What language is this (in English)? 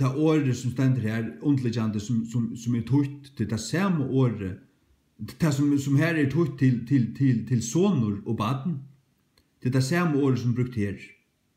Faroese